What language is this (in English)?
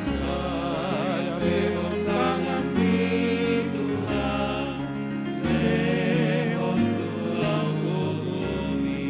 Batak Toba